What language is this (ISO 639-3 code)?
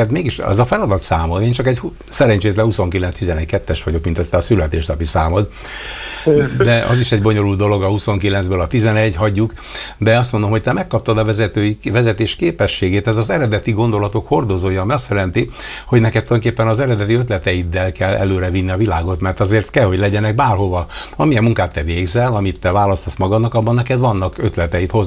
hun